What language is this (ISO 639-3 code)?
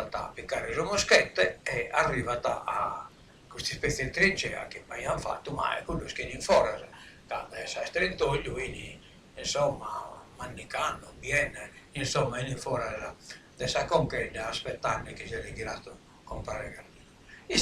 srd